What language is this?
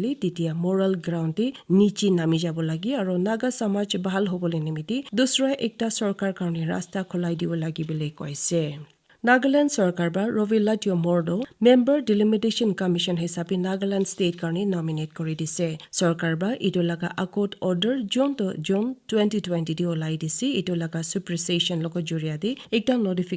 Naga Pidgin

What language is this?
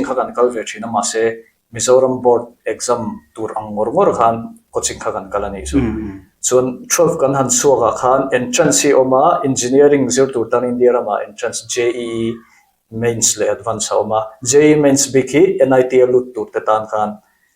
Mizo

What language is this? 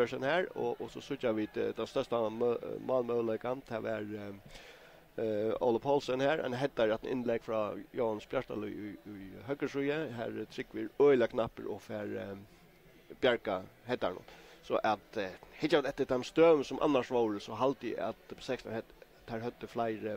Faroese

